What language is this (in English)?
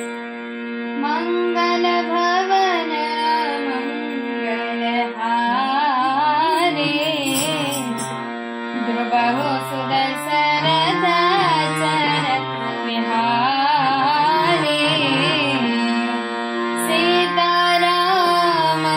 Odia